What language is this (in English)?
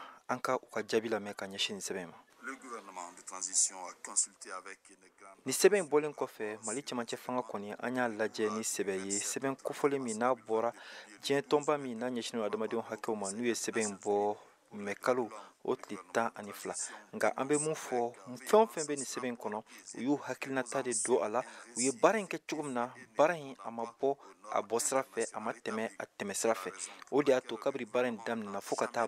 Bambara